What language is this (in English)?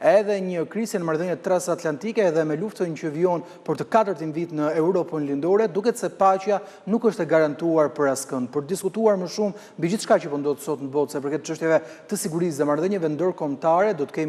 Albanian